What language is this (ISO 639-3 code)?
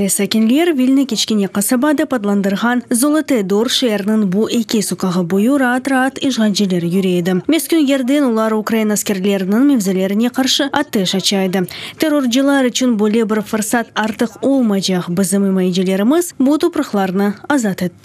crh